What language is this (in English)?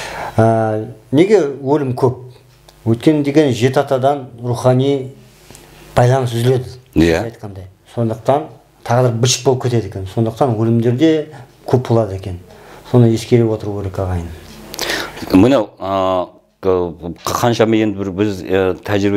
Kazakh